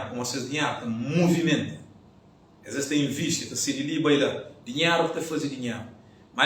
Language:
Kabuverdianu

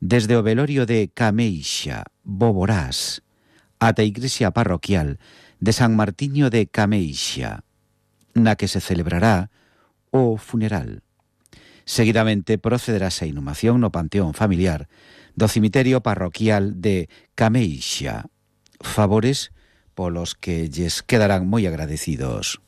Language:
Galician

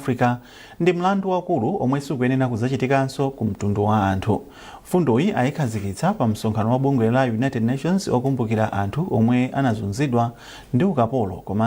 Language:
Nyanja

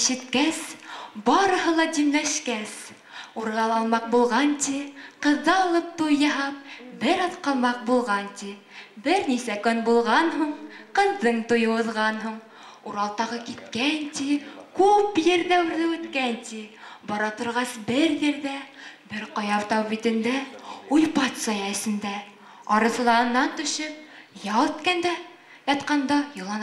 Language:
Bashkir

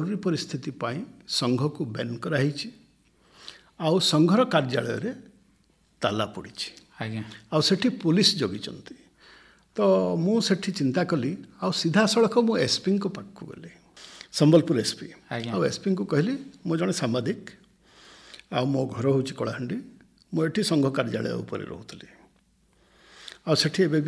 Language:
Odia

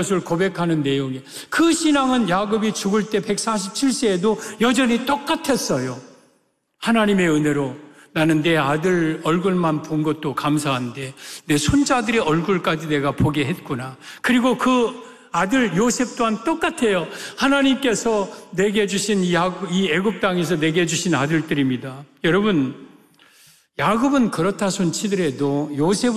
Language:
Korean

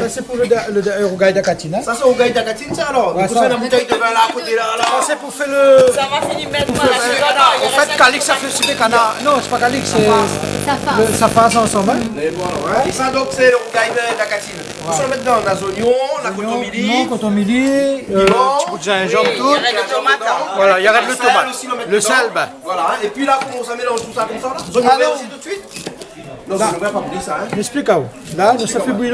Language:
Réunion Creole French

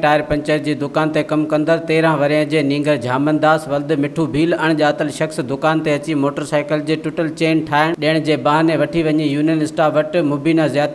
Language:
Sindhi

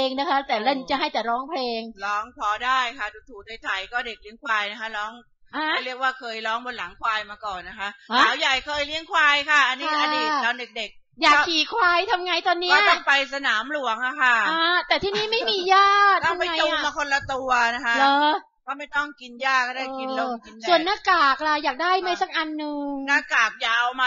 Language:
Thai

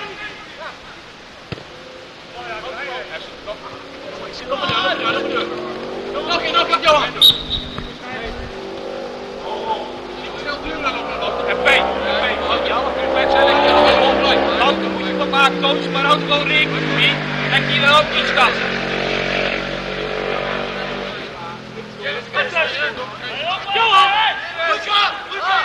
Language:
Dutch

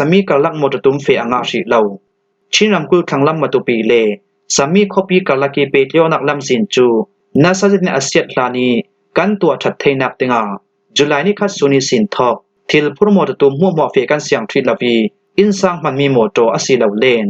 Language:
Falam Chin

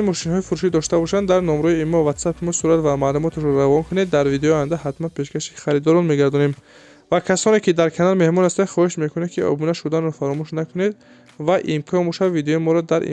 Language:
Tajik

